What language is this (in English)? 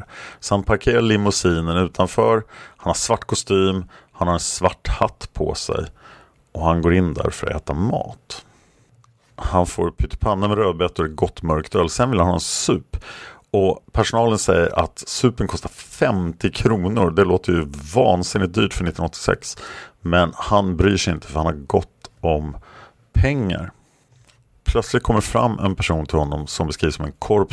Swedish